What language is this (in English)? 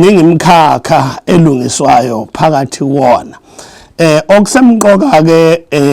Zulu